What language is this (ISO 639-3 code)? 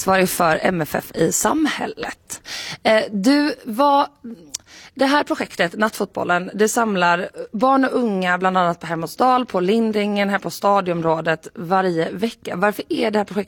swe